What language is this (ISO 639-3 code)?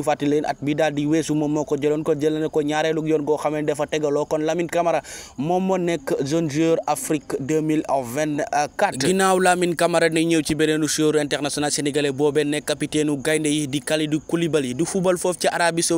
wol